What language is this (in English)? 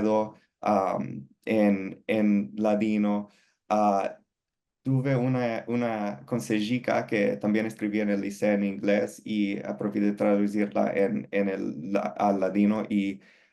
Ladino